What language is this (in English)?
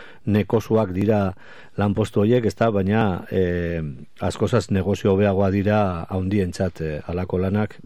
Basque